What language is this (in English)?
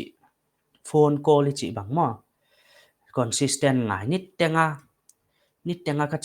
Paite Chin